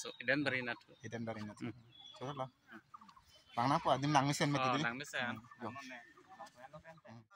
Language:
Karbi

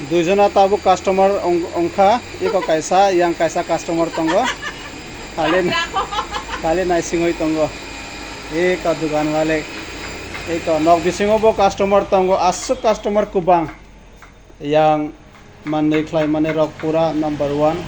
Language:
Kok Borok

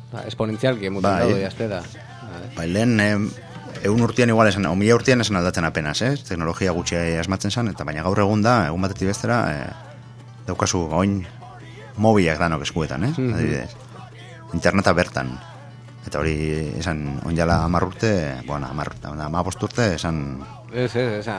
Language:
Basque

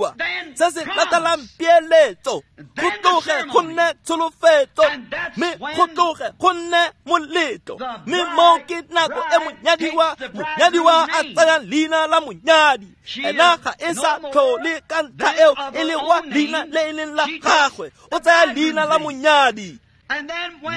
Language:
Tswana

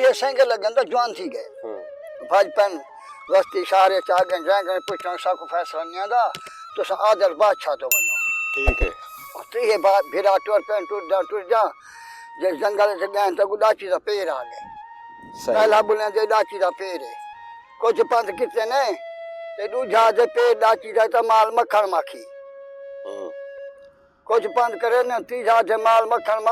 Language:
Saraiki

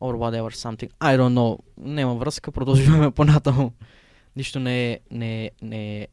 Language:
Macedonian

